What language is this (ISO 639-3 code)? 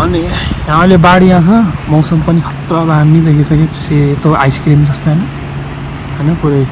nep